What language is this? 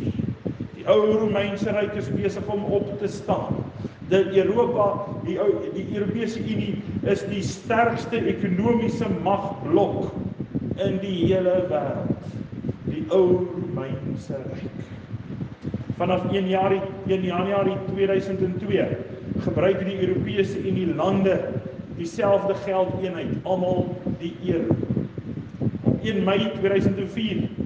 Afrikaans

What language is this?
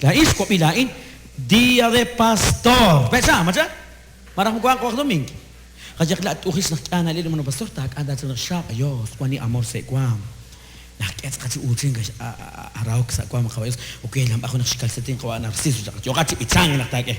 Kekchí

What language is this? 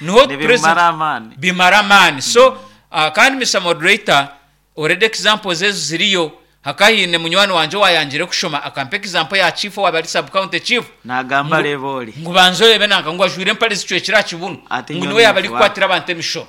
Nyankole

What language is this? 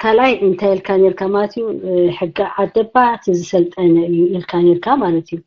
Tigrinya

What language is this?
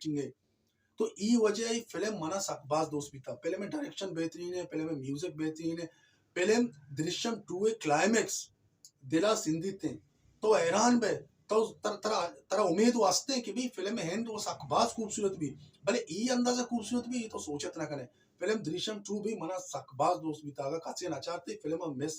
Baluchi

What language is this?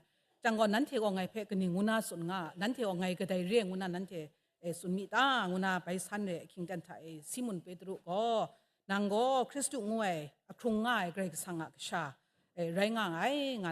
Kachin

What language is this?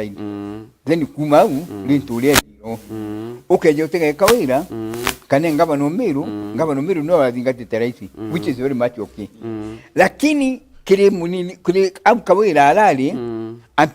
Meru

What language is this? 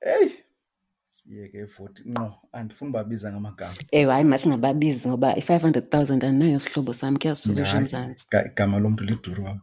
Xhosa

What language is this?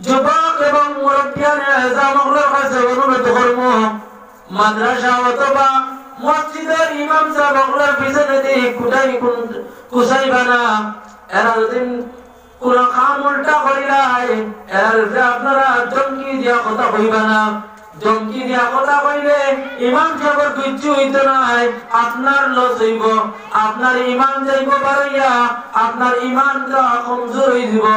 Sylheti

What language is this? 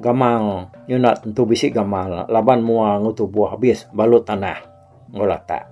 Iban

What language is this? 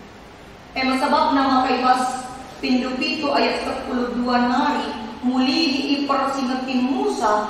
Batak Karo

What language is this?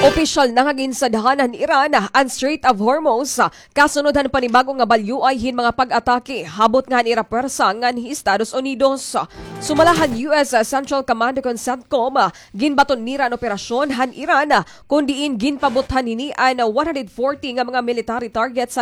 Waray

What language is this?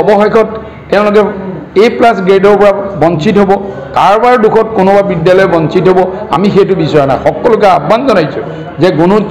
Assamese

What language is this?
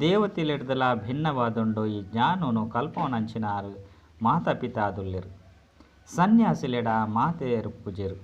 Tulu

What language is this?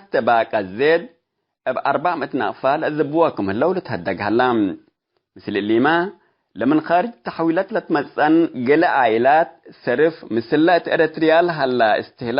Tigre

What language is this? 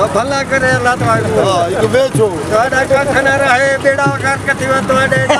Saraiki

